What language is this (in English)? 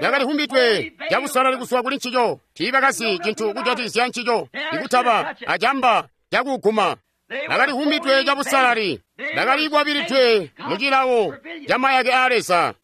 Tonga (Zambia)